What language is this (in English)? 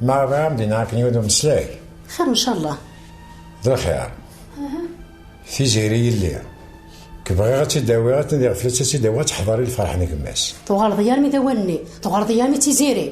Kabyle